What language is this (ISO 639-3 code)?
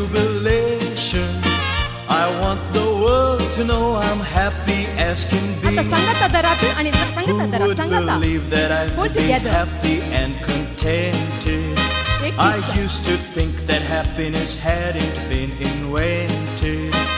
kok